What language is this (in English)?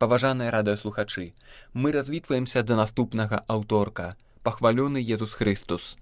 Belarusian